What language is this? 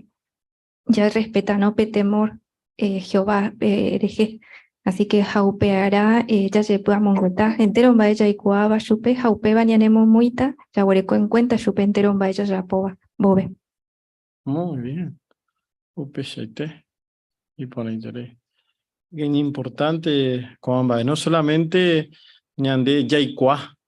Guarani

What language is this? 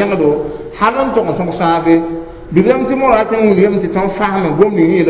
Mossi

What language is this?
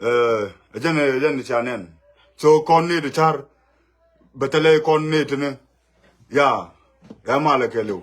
Nuer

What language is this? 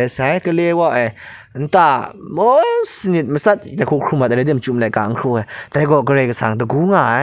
Kachin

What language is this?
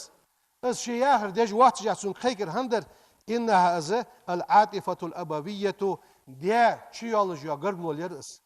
Ingush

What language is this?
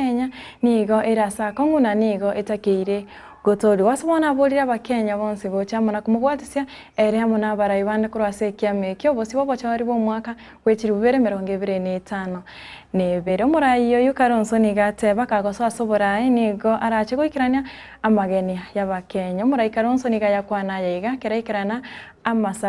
Gusii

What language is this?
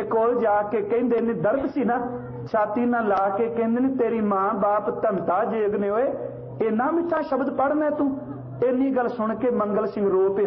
Punjabi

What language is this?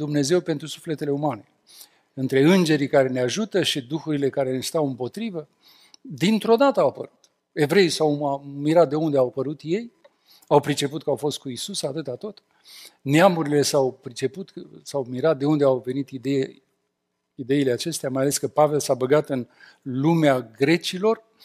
Romanian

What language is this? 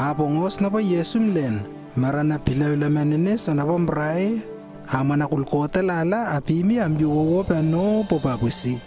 Lewo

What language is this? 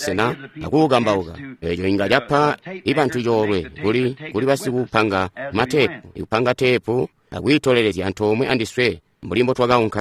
Tonga (Zambia)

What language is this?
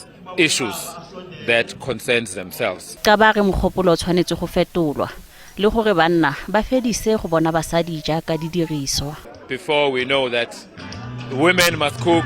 Tswana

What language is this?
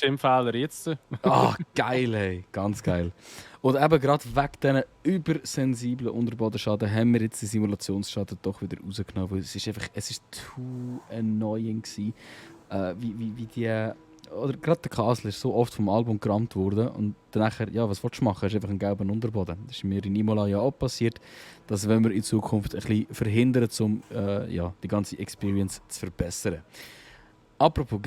Swiss German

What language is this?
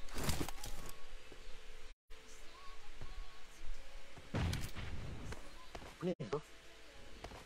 Malay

